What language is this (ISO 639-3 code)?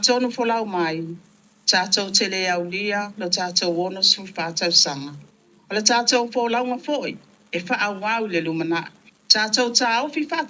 smo